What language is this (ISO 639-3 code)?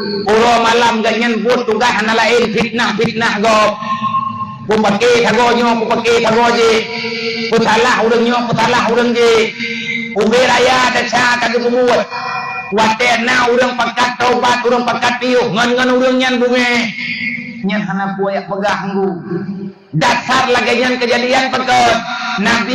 ace